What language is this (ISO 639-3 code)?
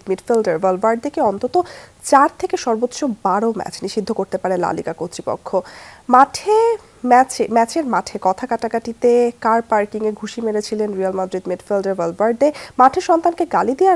ben